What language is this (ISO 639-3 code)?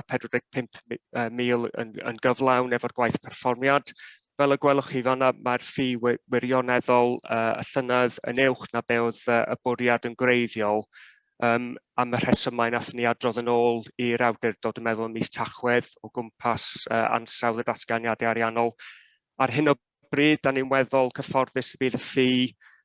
cym